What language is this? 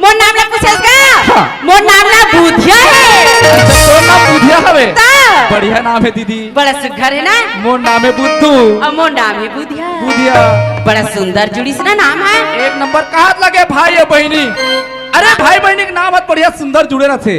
Chhattisgarhi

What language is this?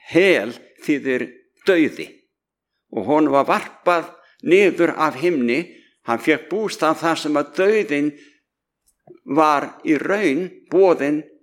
Icelandic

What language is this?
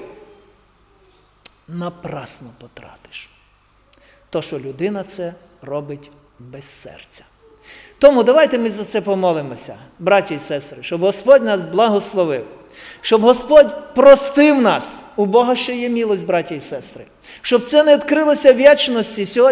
Ukrainian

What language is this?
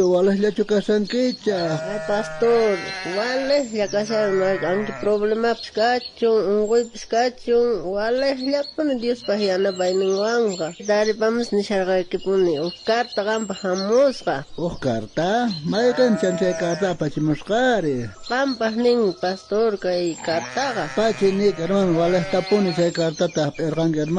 South Bolivian Quechua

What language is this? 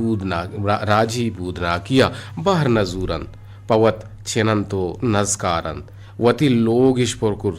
Eastern Balochi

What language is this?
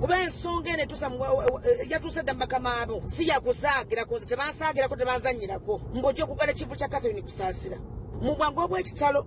Ganda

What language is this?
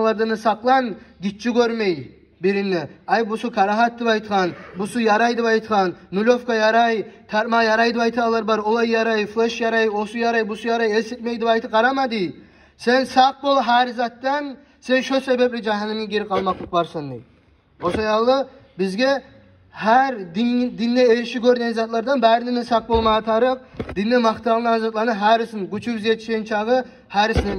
Kumyk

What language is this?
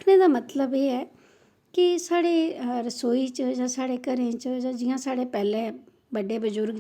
Dogri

